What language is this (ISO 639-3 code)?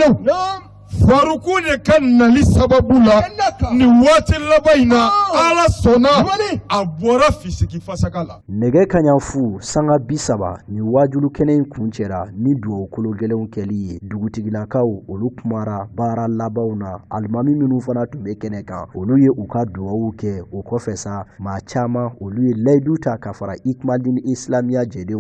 bam